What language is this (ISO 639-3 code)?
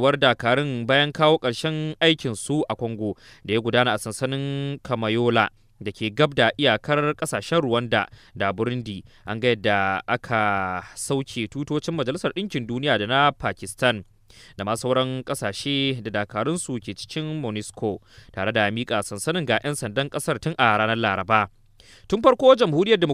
hau